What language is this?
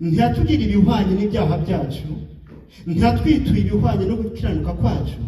Kinyarwanda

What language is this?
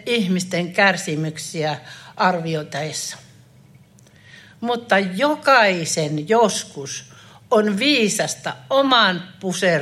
Finnish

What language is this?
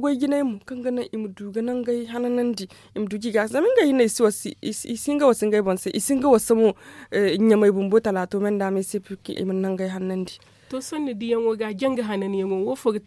Zarma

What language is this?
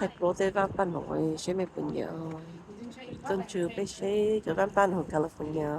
Hmong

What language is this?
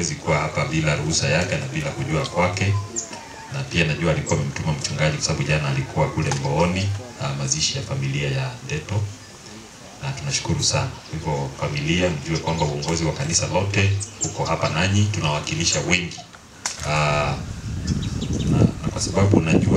Swahili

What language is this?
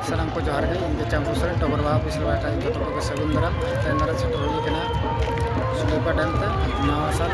Santali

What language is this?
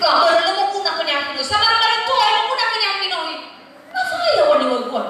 Nias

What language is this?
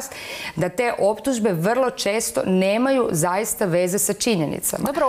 Croatian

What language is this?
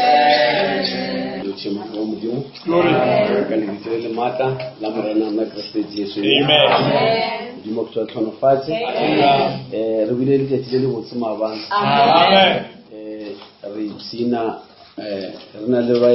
Northern Sotho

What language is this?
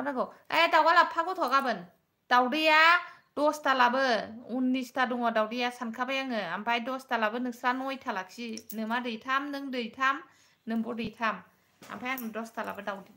Bodo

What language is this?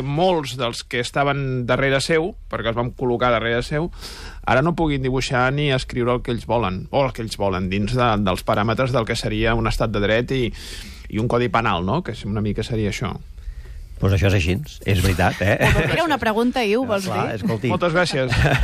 Catalan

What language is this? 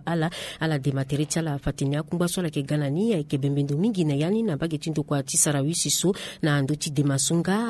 Sango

